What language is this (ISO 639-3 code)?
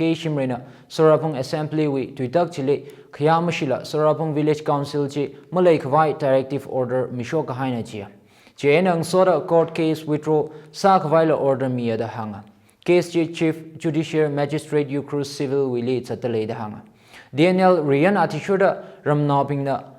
nmf